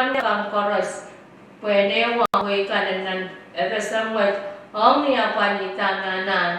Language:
Pohnpeian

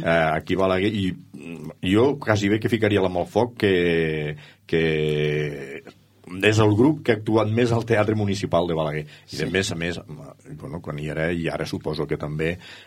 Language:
Catalan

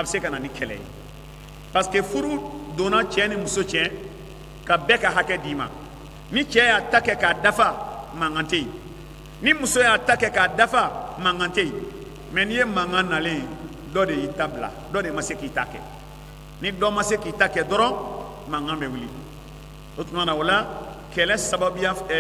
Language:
Bambara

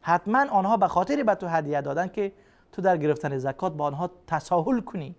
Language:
Persian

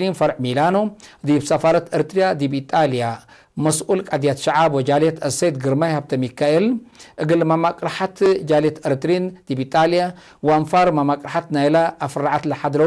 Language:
Tigre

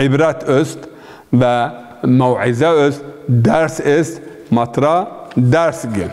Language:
Zaza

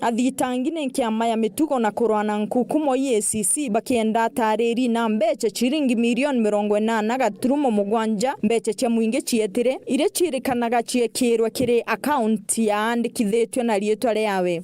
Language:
Meru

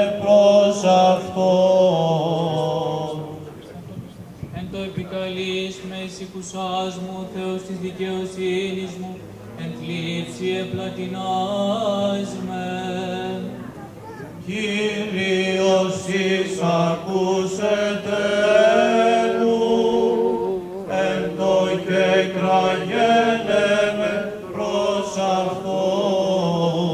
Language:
Greek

